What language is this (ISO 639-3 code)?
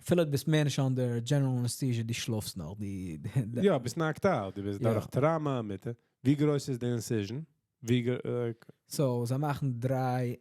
yid